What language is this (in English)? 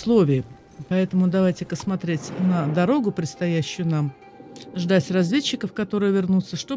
Russian